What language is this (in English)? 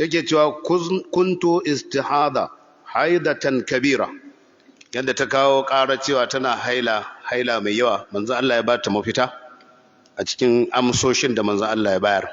Hausa